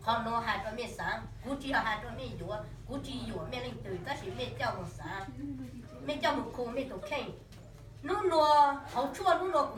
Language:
Hmong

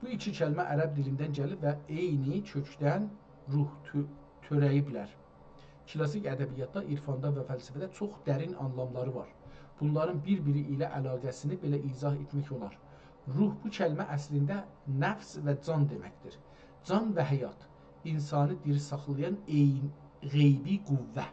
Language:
South Azerbaijani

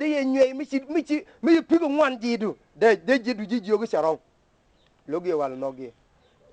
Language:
Nuer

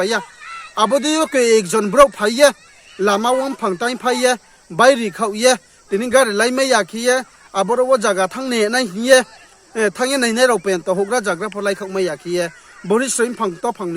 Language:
Riang (India)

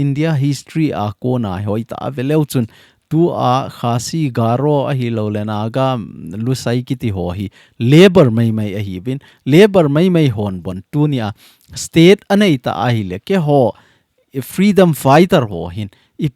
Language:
Thado Chin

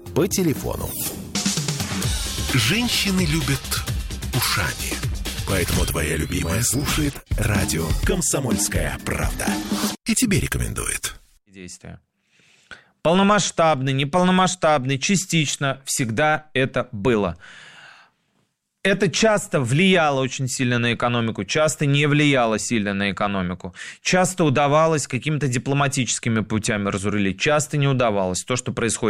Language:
Russian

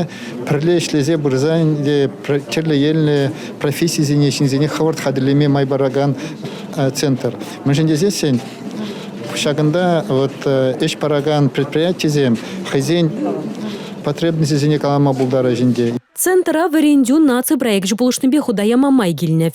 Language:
Chuvash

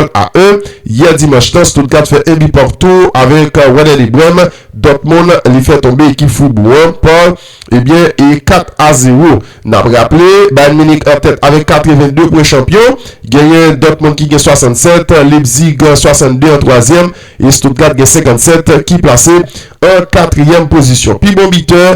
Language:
Haitian Creole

